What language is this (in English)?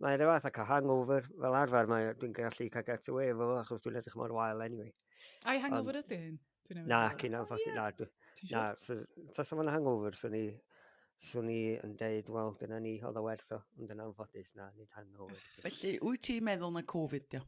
Welsh